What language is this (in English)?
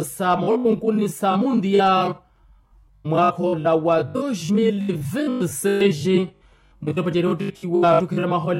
Makhuwa